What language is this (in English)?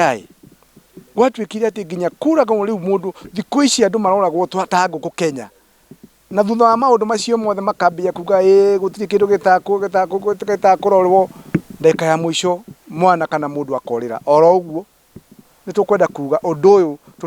Kikuyu